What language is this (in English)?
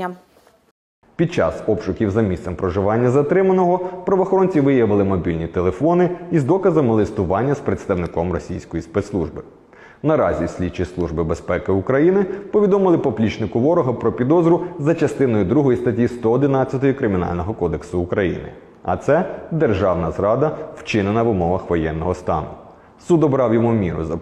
Ukrainian